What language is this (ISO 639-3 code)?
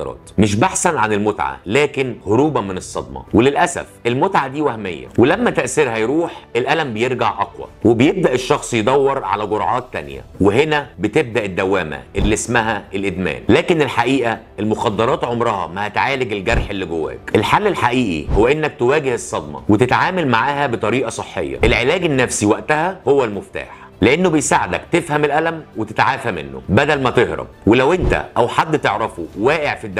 arz